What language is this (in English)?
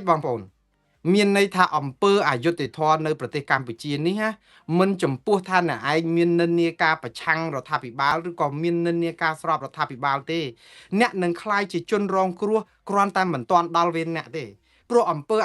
Khmer